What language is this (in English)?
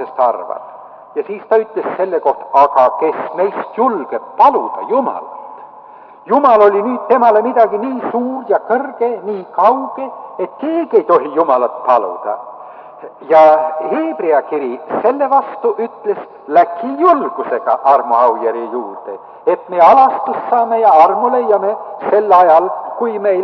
Estonian